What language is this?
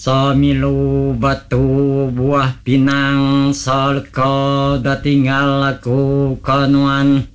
Iban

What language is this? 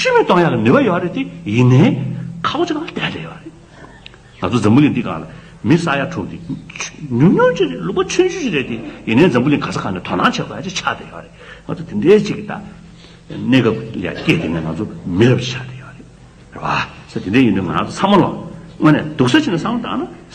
Tibetan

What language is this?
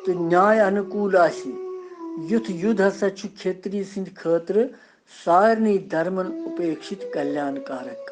Kashmiri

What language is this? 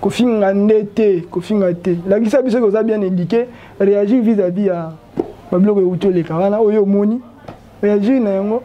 Lingala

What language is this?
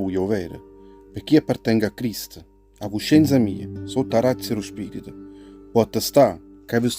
Neapolitan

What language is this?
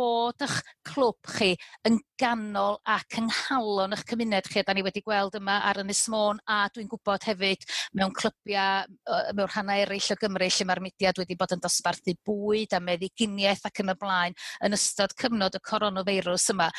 Welsh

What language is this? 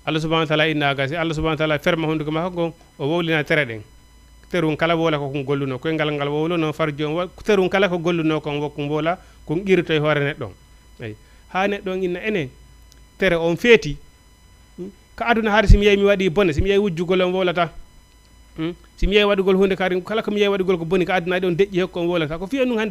Fula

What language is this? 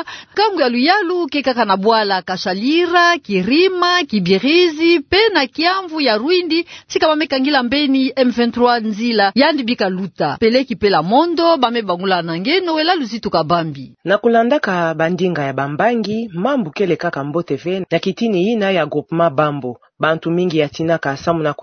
Kituba (Democratic Republic of Congo)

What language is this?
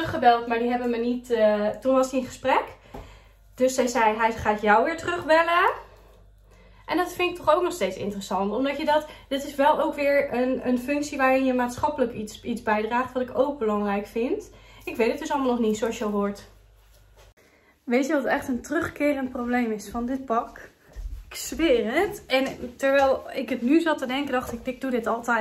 Dutch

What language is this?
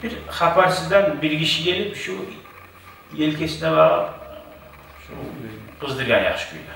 Kumyk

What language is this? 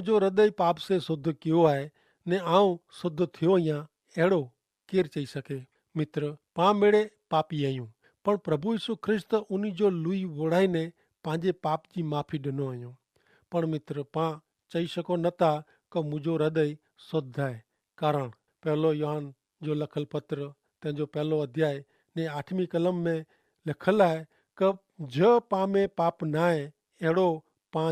Kachhi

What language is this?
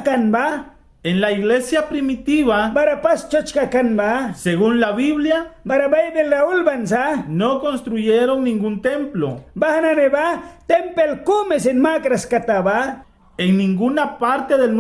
Mískito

